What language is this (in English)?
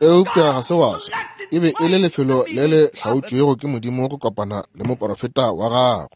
Northern Sotho